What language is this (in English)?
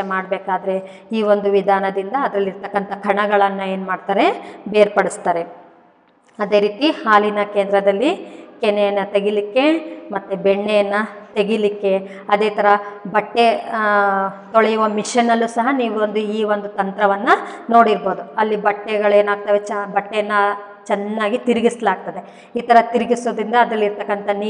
Kannada